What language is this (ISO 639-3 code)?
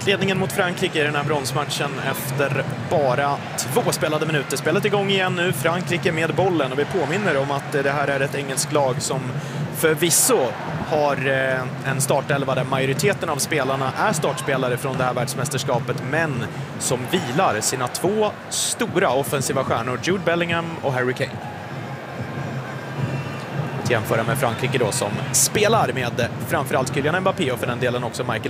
swe